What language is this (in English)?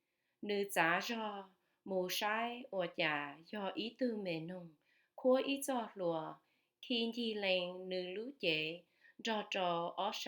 Hmong